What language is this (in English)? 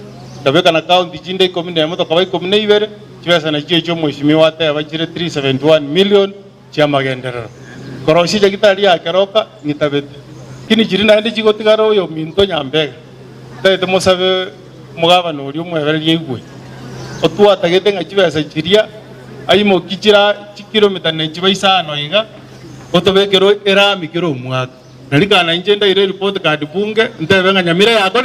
Gusii